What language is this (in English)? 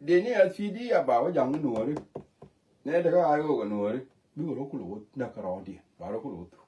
Nuer